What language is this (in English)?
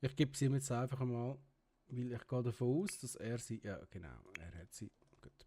Swiss German